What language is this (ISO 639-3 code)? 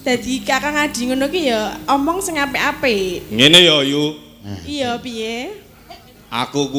jav